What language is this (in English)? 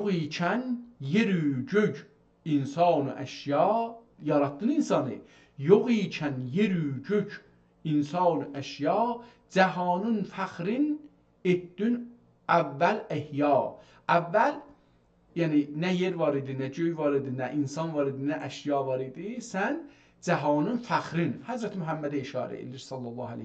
South Azerbaijani